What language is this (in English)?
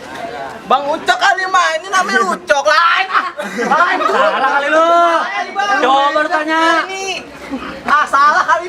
Betawi